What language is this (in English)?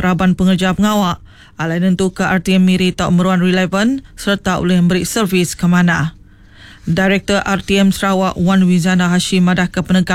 Iban